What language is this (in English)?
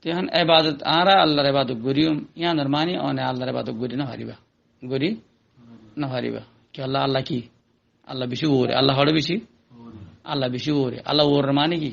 Rohingya